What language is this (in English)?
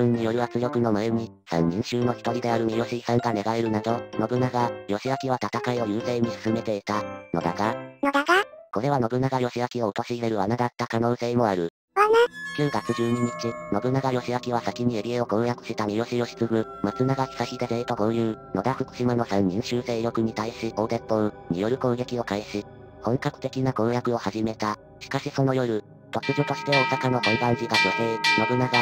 Japanese